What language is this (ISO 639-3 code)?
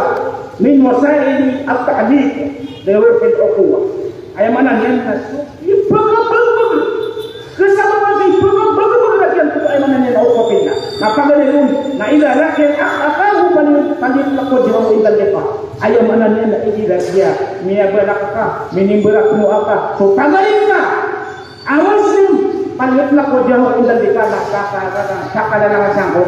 mrw